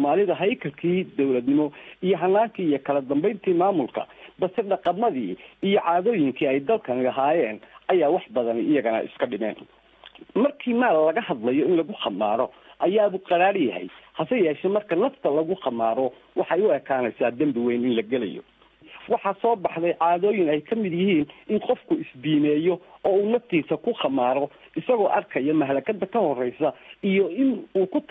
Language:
Somali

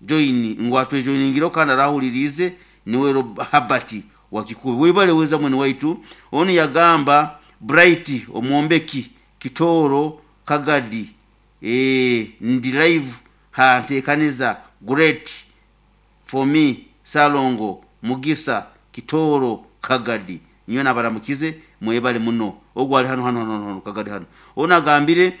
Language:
Nyoro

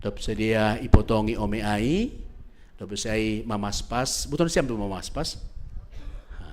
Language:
Batak Simalungun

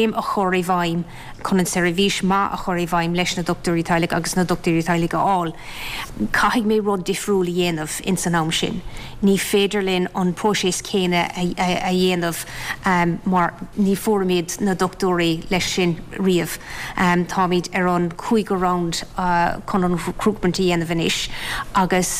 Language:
Irish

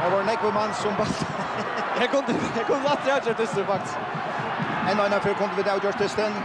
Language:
Faroese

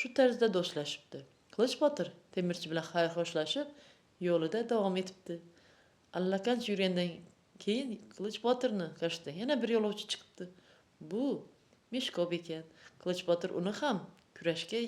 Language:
Uzbek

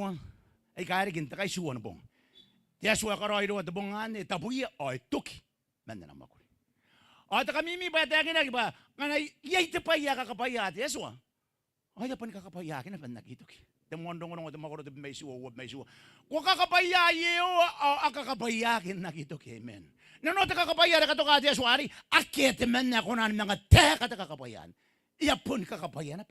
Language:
Gilbertese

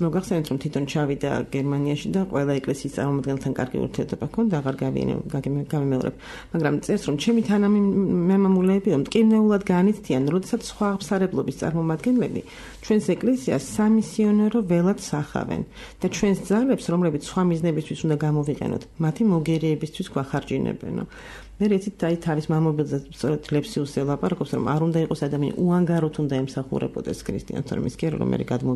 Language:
Georgian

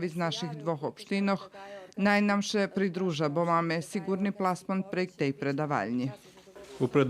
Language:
Rusyn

